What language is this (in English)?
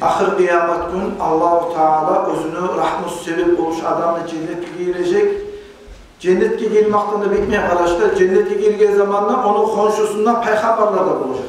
Kumyk